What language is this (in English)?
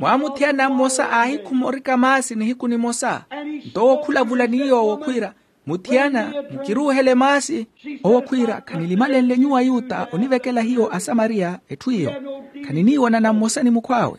Makhuwa